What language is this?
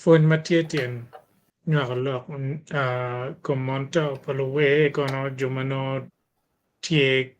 Acoli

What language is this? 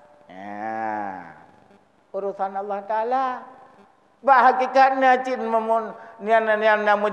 Achinese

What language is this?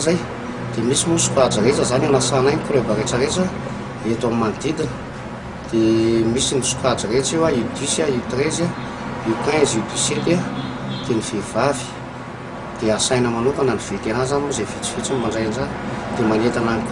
Malagasy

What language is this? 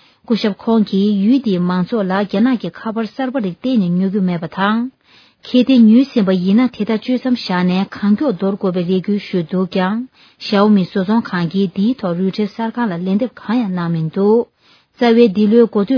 Tibetan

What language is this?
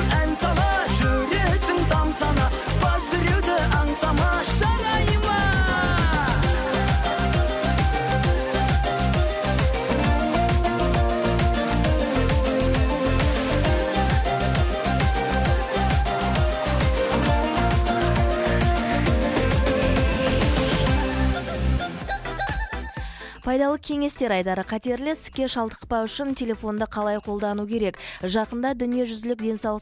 Kazakh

